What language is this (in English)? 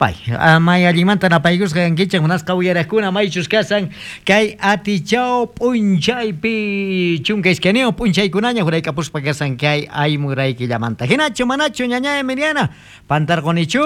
South Bolivian Quechua